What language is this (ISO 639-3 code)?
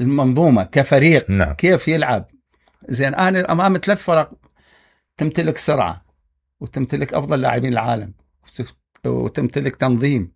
acm